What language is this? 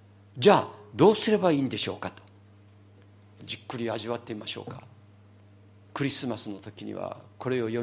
Japanese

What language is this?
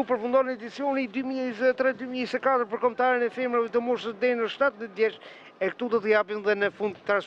Albanian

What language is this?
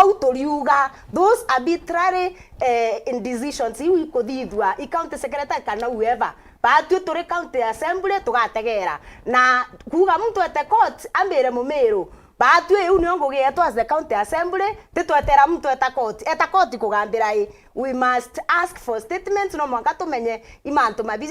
Meru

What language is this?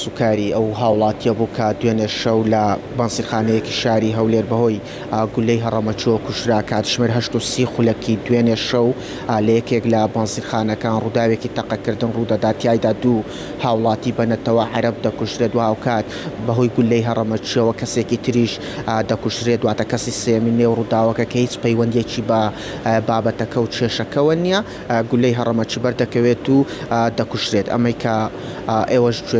Central Kurdish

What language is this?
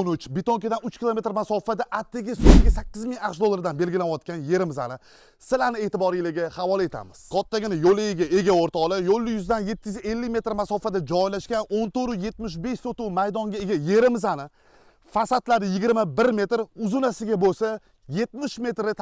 Uzbek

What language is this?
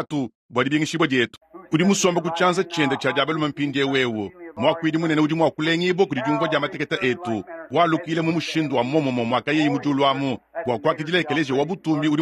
Luba-Lulua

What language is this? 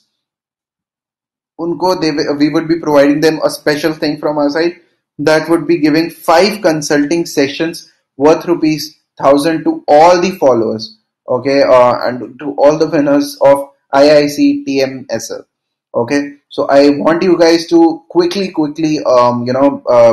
English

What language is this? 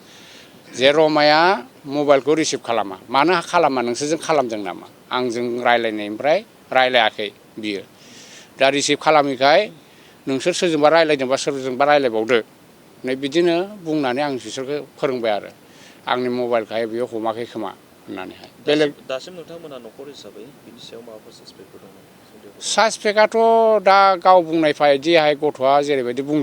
Bodo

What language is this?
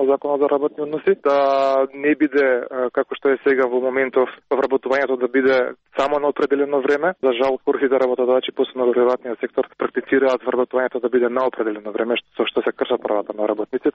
Macedonian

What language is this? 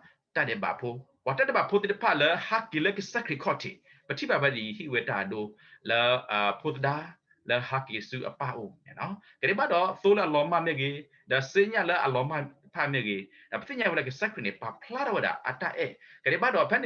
S'gaw Karen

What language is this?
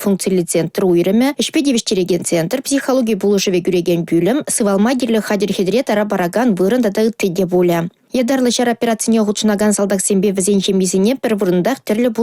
Chuvash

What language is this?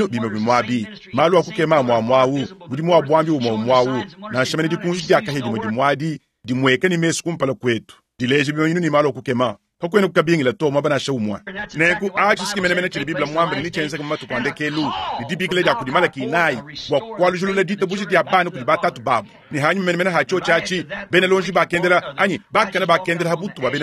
Luba-Lulua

